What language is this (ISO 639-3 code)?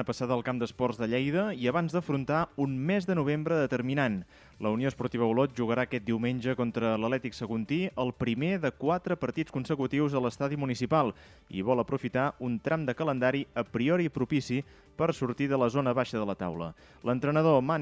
cat